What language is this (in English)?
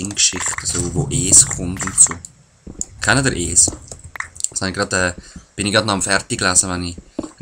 Swiss German